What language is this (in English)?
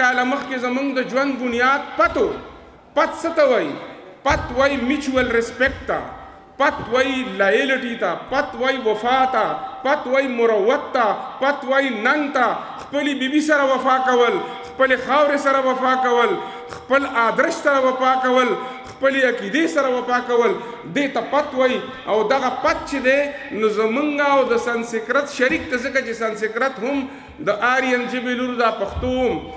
Pashto